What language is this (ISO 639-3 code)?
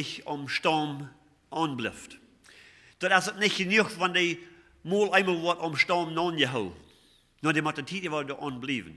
pdt